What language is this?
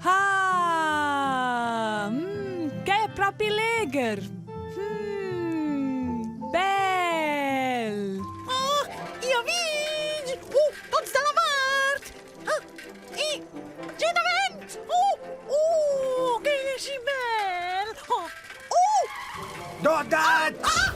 Romansh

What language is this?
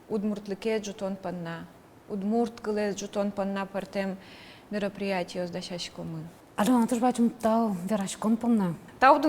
Udmurt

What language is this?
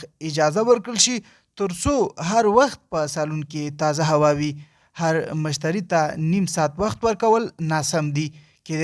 Pashto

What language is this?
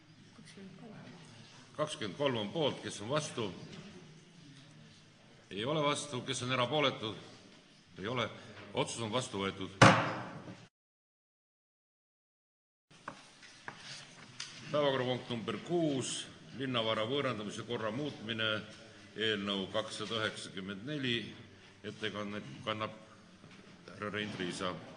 Estonian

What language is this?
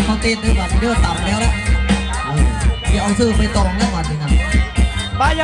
Lao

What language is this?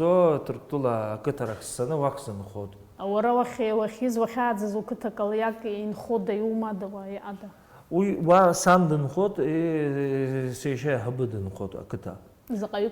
Abkhazian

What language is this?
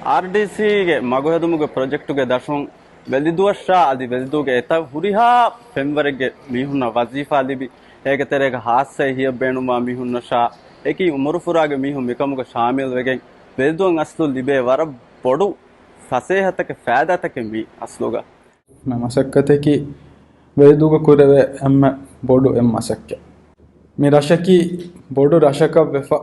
Divehi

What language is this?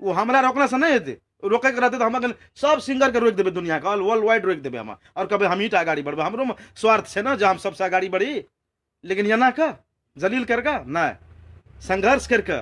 Maithili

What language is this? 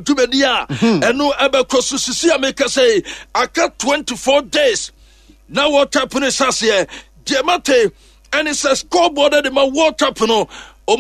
Akan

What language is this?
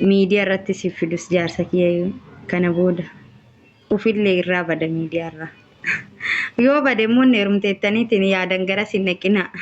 Oromo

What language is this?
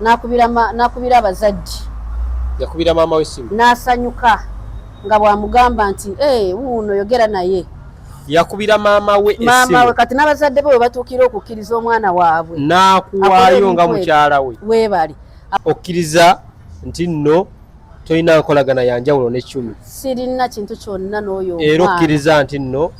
Ganda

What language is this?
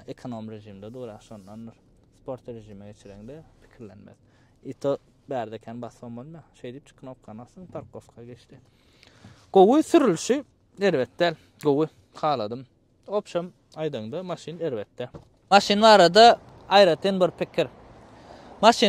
Turkmen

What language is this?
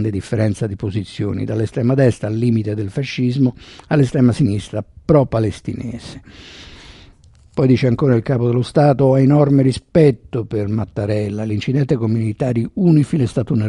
Italian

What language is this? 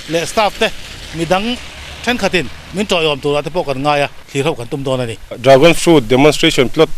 Mizo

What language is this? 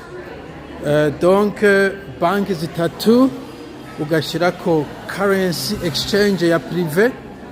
Rundi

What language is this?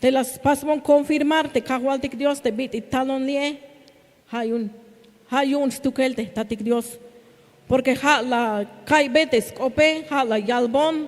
Tzeltal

